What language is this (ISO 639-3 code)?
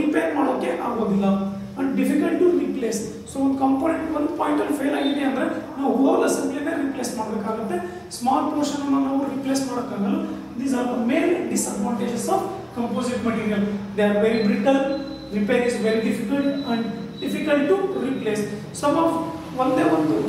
kan